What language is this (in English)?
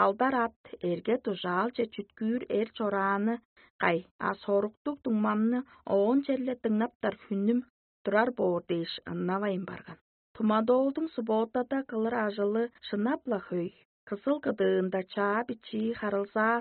Tuvinian